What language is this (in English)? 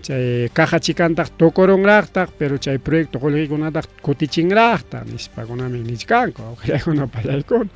Ayacucho Quechua